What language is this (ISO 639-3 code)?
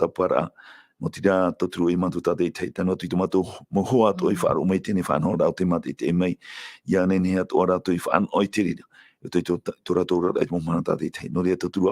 tah